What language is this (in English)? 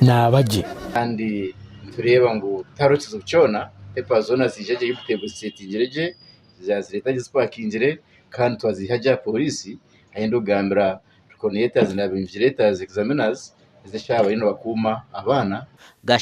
Nyankole